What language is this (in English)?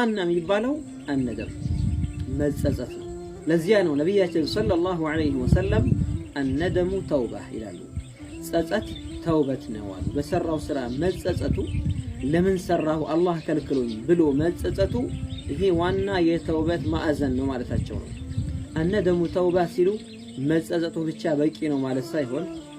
Amharic